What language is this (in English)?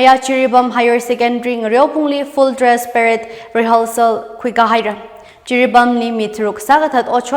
Tangkhul Naga (India)